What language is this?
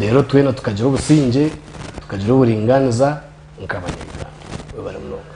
Nyankole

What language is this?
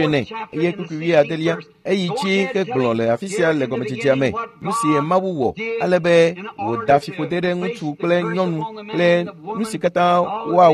Ewe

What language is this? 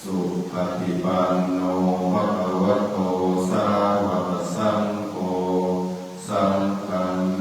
Pali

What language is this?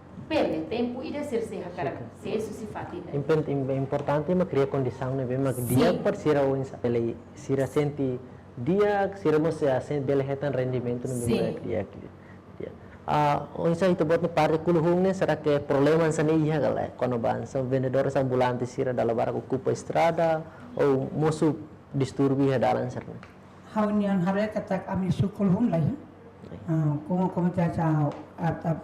Tetum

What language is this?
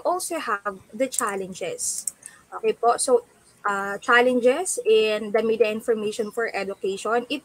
Filipino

